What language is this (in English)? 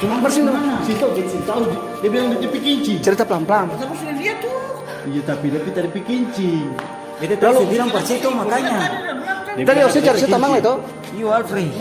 Ambonese Malay